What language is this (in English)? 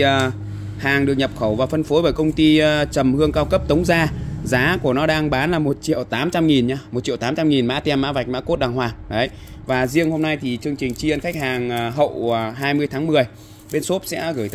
Vietnamese